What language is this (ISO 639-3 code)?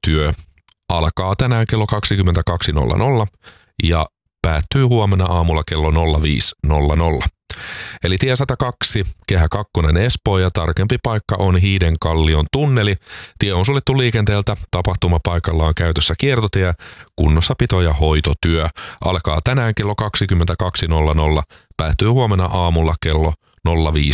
fin